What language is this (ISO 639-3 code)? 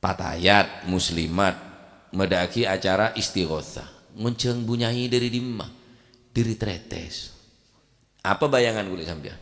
mad